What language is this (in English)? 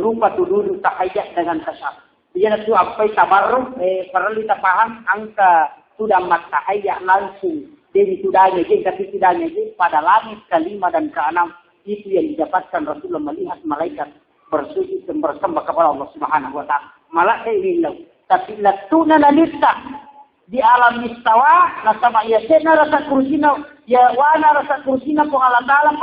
Buginese